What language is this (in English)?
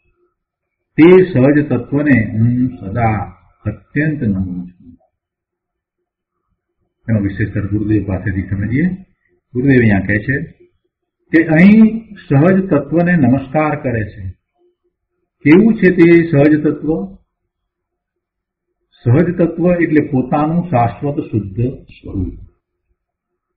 Gujarati